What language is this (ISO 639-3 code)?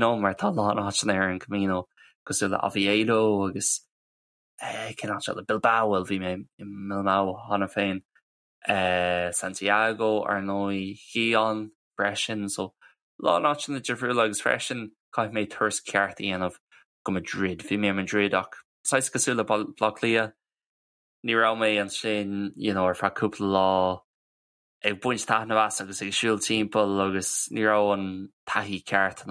gle